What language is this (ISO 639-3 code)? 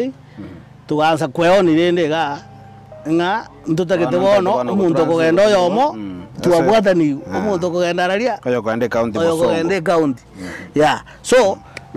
guz